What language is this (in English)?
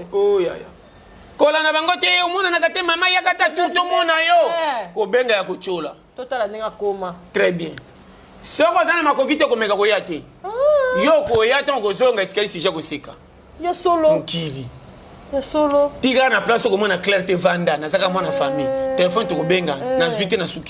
Lingala